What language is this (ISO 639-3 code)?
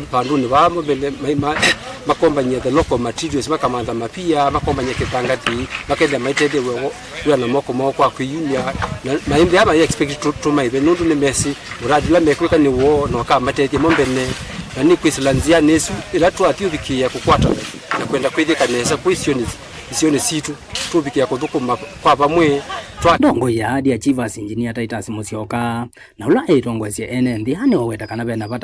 kam